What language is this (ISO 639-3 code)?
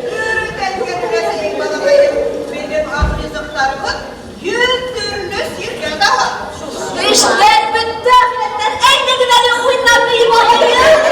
bak